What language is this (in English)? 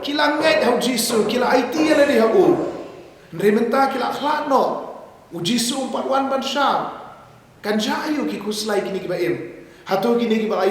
Khasi